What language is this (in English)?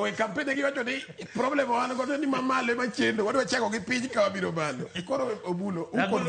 Luo (Kenya and Tanzania)